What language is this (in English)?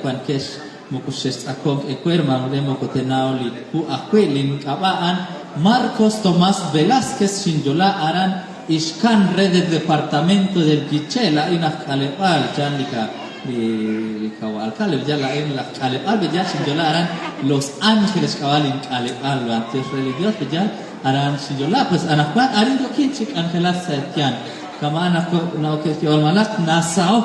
Kekchí